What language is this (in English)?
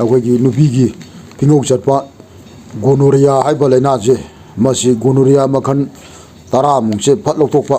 Manipuri